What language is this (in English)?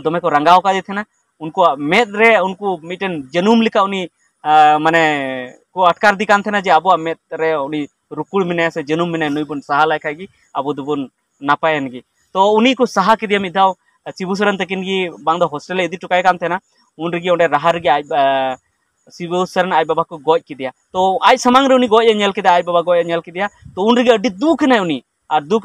Santali